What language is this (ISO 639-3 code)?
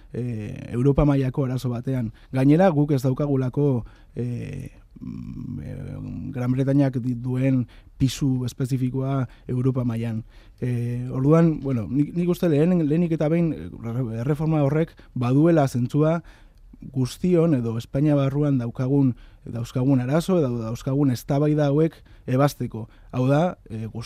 eus